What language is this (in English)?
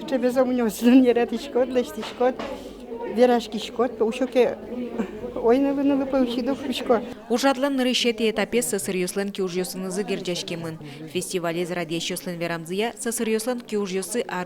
Udmurt